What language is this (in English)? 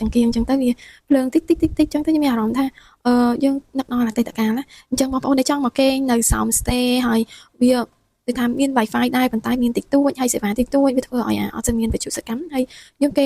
Khmer